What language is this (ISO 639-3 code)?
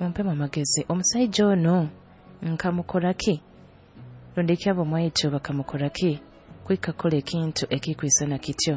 nyo